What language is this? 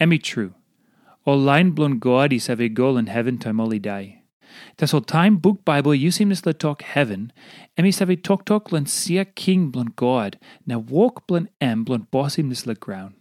Tok Pisin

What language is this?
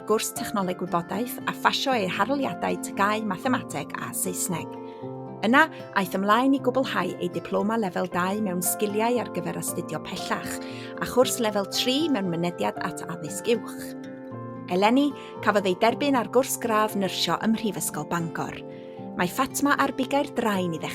Welsh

